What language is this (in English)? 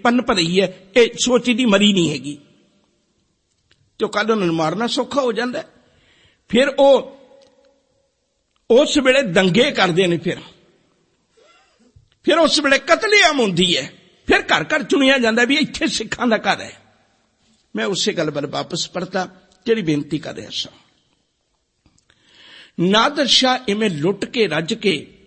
Punjabi